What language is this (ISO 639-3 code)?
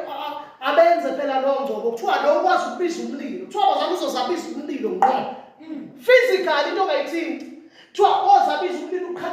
zul